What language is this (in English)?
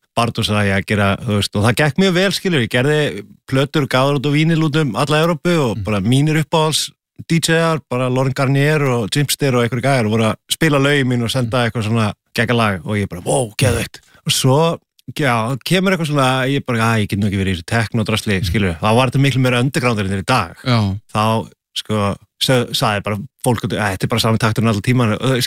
Icelandic